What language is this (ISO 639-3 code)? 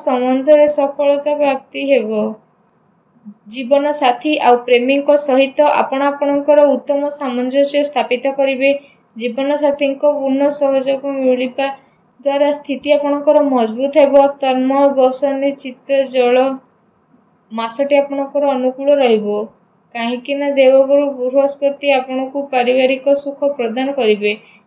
ori